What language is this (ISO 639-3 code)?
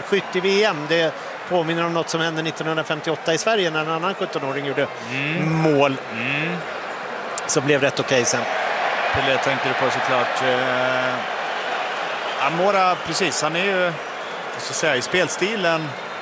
swe